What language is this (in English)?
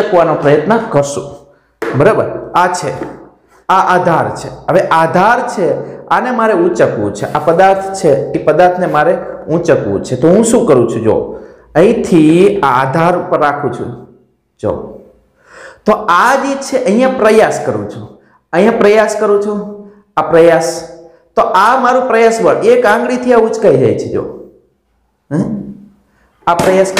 Gujarati